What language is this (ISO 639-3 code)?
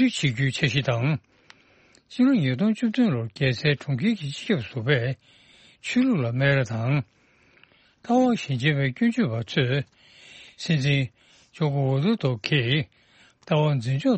bod